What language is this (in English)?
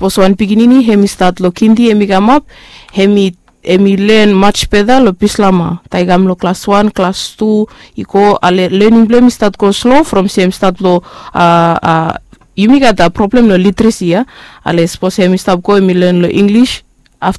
Bislama